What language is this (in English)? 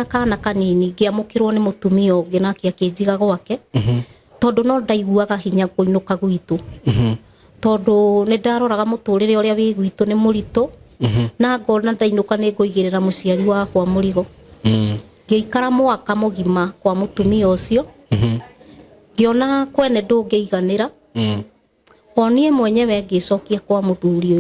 Kikuyu